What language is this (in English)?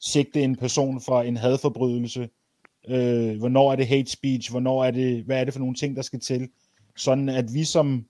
Danish